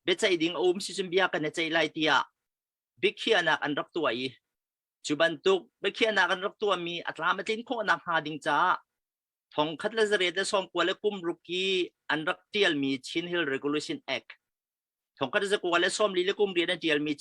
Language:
Hakha Chin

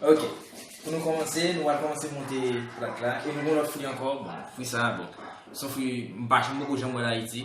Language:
Haitian Creole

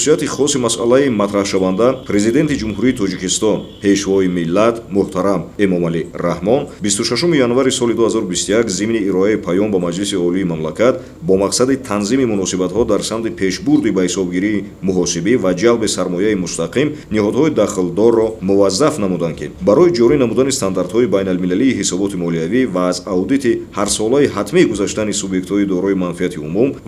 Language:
Tajik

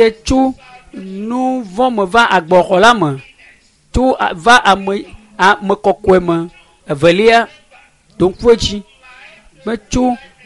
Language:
Ewe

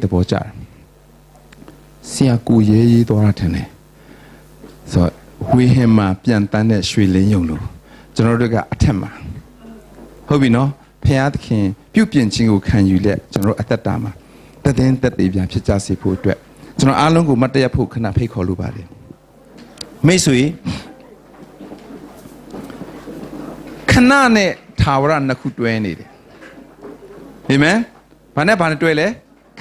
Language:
Burmese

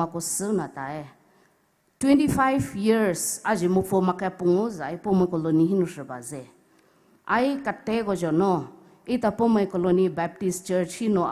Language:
Poumei Naga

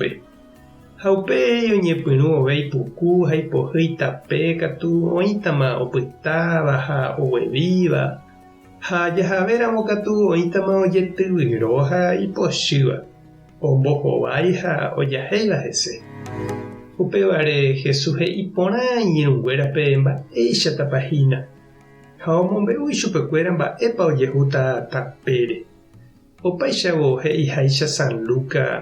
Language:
Guarani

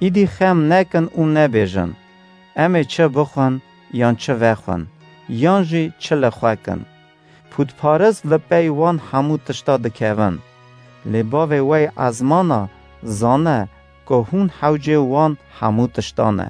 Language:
Kurdish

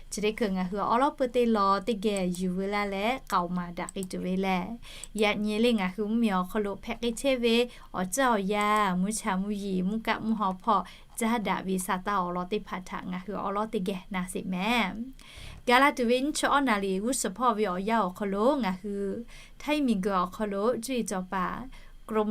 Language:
Lahu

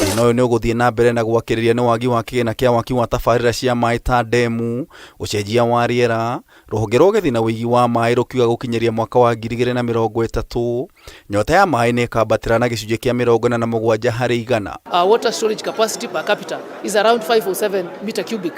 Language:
Kikuyu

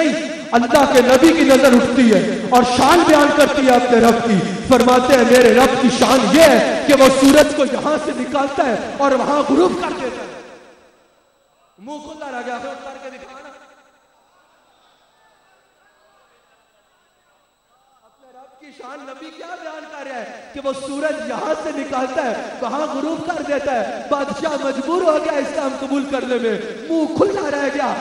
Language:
Urdu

